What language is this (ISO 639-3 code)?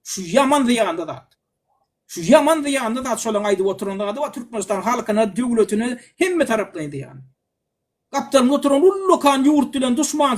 tuk